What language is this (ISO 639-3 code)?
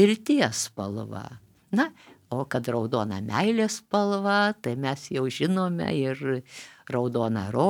lit